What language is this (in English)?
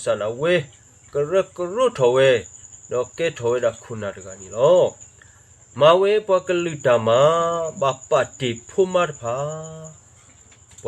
S'gaw Karen